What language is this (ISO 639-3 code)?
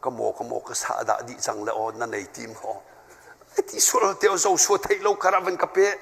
cnh